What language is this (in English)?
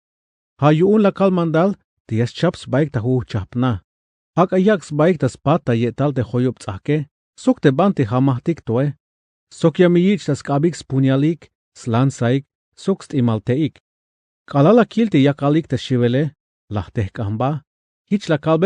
Tzeltal